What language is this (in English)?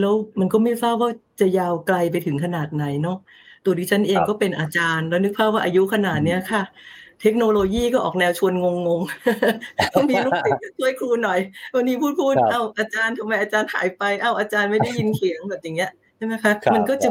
Thai